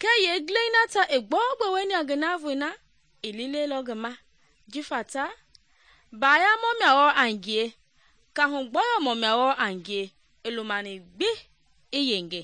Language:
Mende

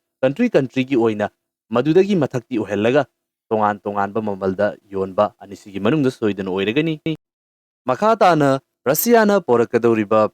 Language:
Manipuri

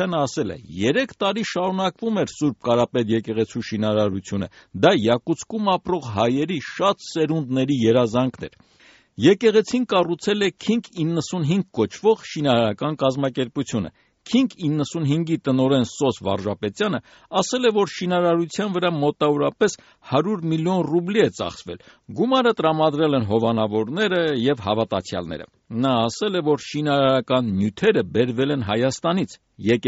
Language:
Armenian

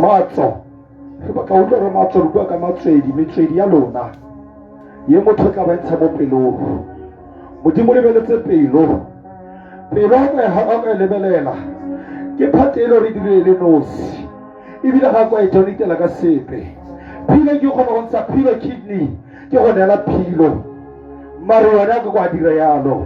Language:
Tswana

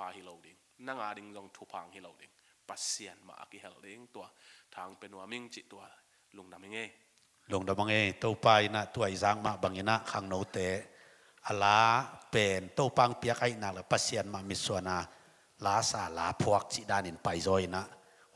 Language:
Tedim Chin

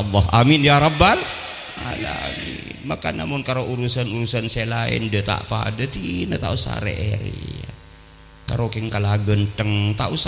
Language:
Madurese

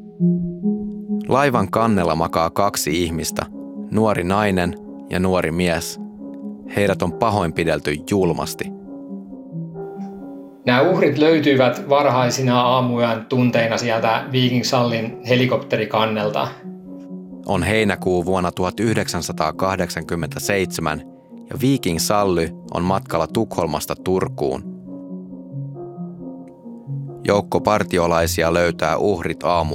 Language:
Finnish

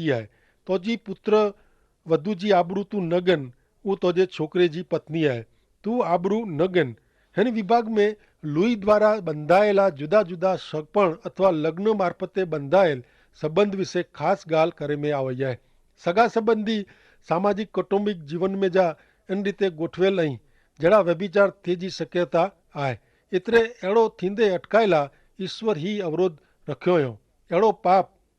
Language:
Kachhi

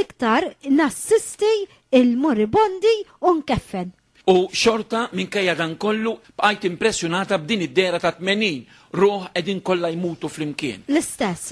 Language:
Maltese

